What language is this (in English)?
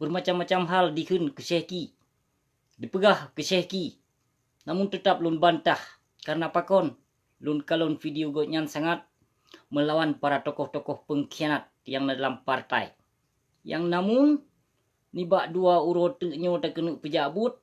Achinese